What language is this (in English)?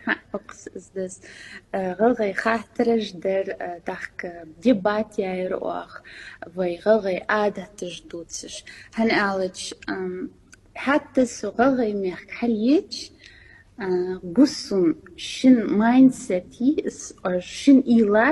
Ingush